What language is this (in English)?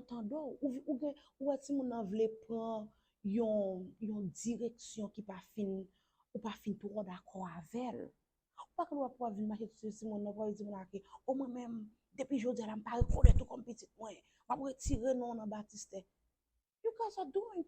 Haitian Creole